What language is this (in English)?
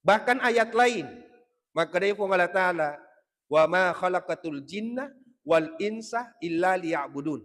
Buginese